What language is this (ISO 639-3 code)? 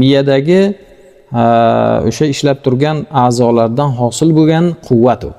uzb